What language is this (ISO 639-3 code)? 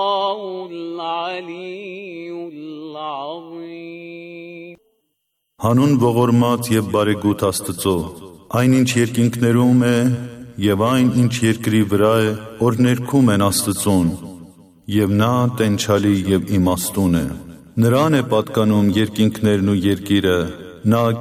hye